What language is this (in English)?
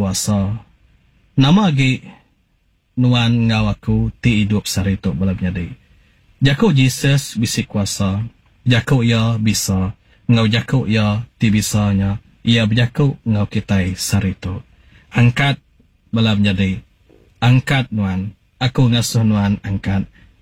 Iban